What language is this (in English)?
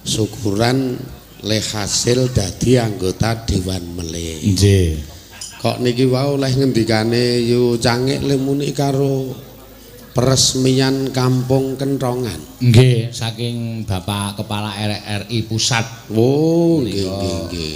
Javanese